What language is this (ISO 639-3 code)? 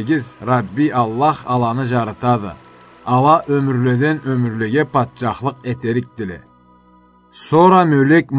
krc